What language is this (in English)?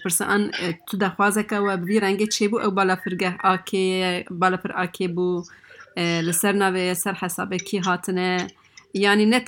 Kurdish